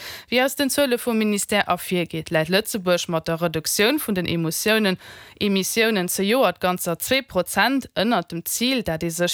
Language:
Luxembourgish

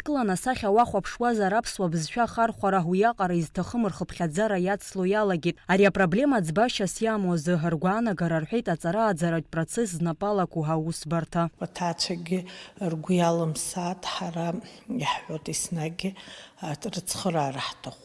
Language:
Abkhazian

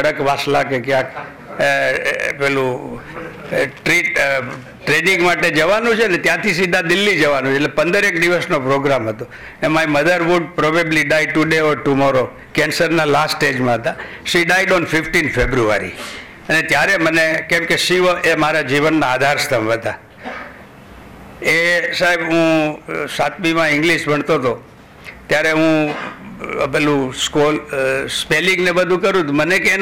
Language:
Gujarati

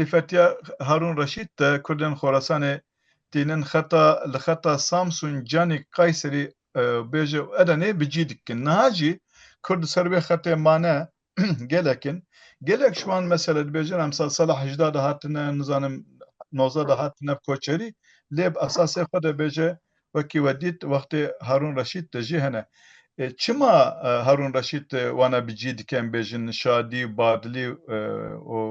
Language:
Kurdish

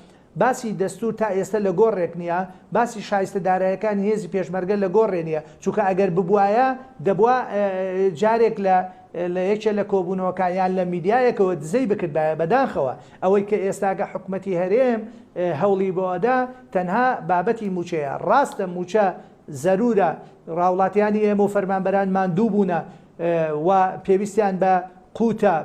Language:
Central Kurdish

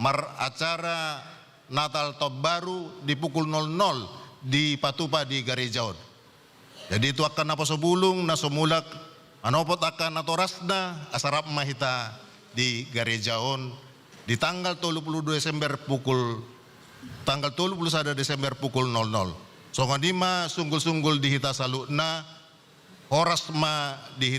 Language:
Batak Toba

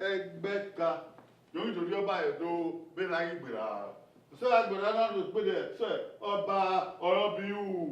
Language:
Bini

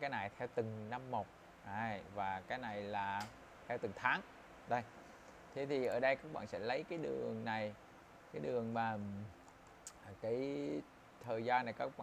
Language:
Vietnamese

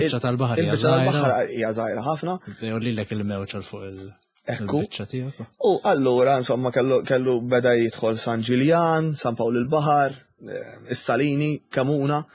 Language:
Maltese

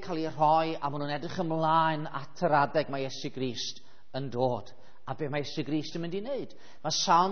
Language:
Welsh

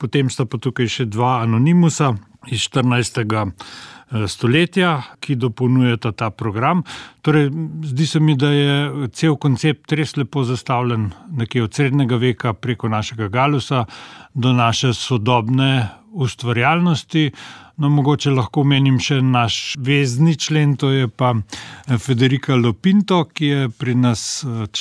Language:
Slovenian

